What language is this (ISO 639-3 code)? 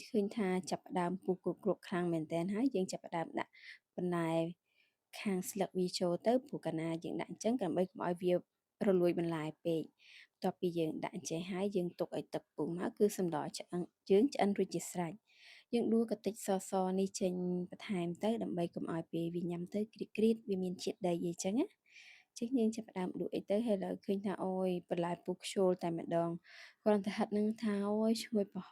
khm